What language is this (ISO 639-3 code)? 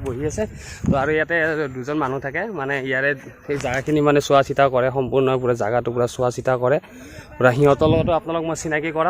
asm